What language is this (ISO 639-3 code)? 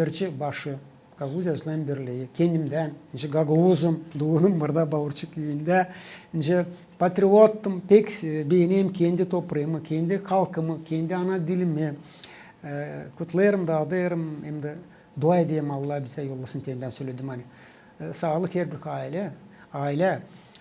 gag